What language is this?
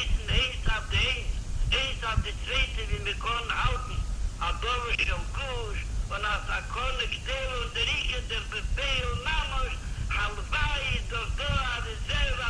Yiddish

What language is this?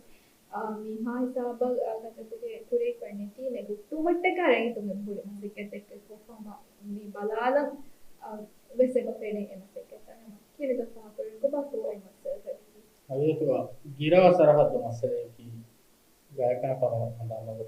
Divehi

